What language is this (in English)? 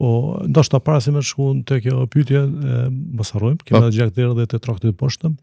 Albanian